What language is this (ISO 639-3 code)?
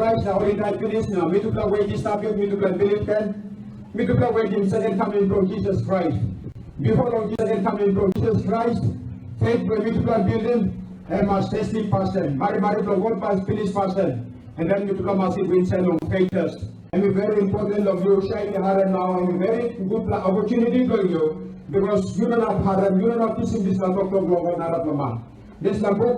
tpi